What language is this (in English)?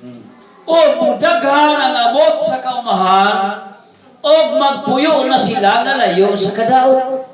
Cebuano